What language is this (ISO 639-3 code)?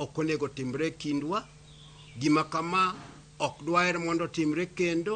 luo